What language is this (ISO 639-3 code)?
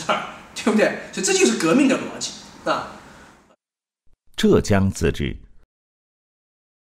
zho